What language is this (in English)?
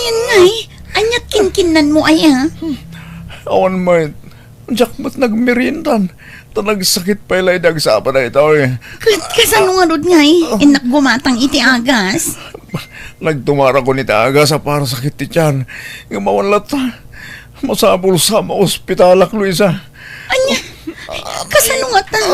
Iloko